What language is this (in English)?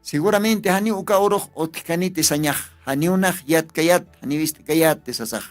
Aymara